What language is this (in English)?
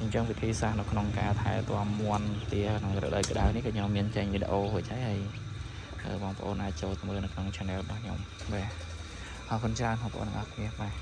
Khmer